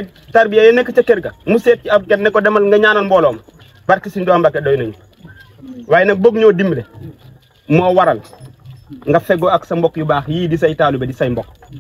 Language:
Wolof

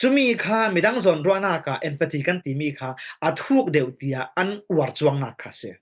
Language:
Falam Chin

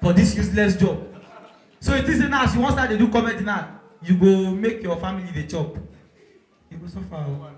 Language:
Nigerian Pidgin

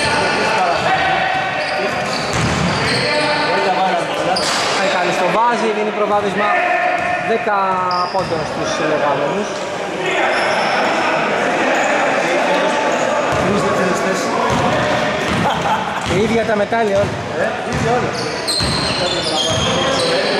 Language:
Greek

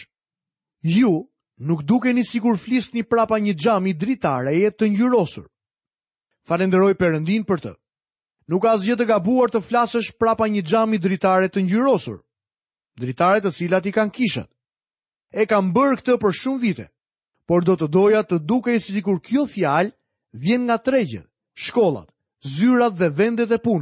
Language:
Albanian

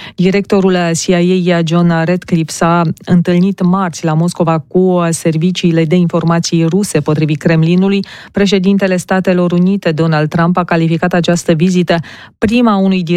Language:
Romanian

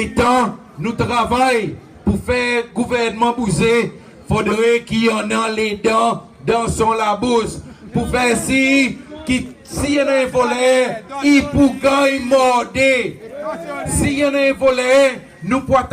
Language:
Seselwa Creole French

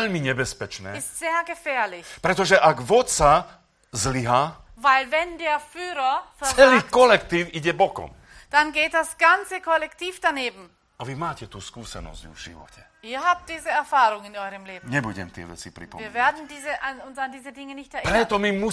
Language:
Slovak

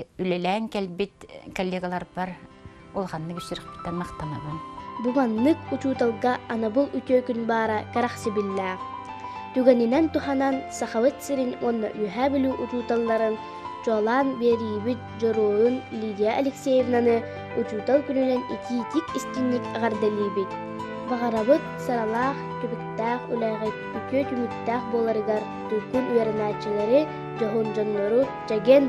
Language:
Yakut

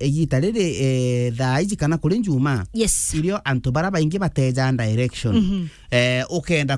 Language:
Meru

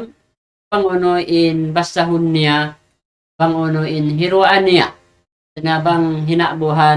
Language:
Tausug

